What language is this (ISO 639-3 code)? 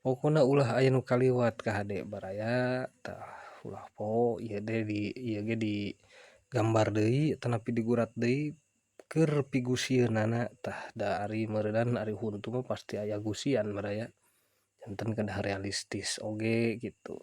sun